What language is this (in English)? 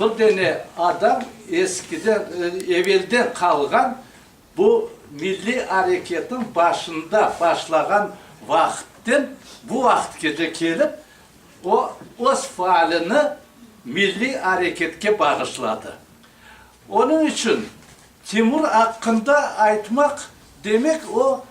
Crimean Tatar